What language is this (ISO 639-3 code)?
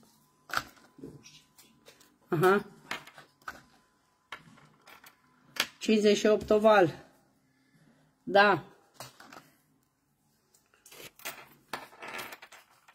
ron